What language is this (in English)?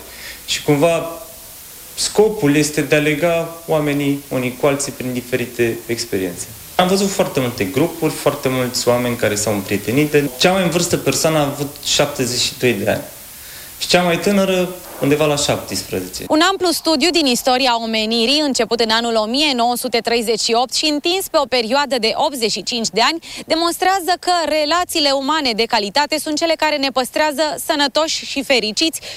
Romanian